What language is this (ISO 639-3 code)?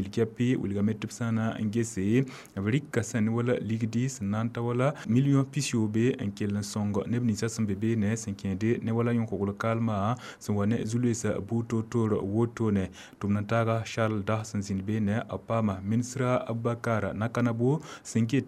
mos